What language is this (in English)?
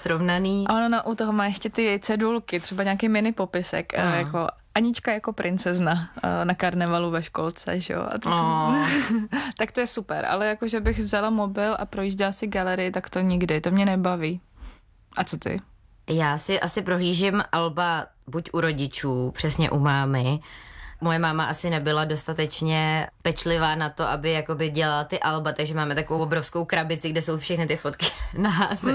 Czech